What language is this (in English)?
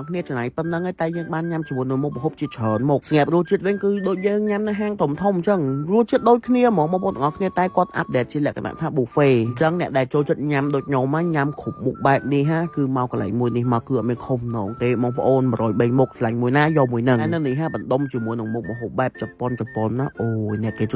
Khmer